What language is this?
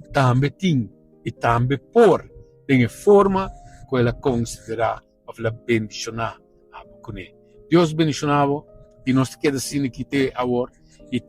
Papiamento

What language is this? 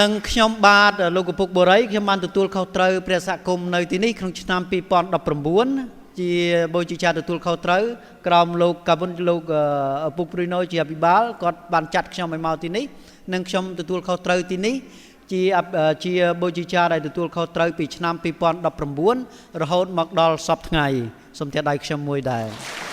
Khmer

